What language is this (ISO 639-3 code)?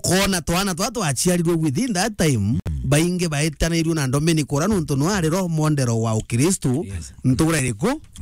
mer